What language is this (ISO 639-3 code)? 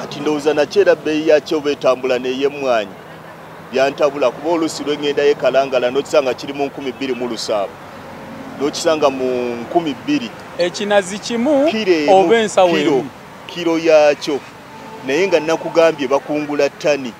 lug